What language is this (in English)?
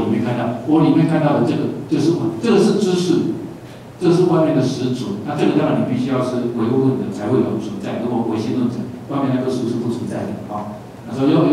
Chinese